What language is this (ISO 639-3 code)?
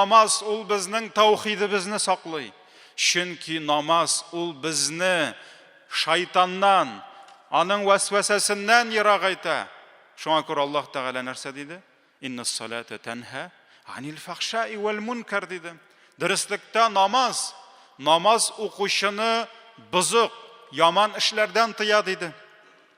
tat